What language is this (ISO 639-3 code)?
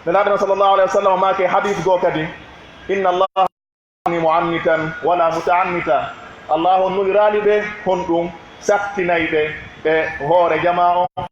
fuf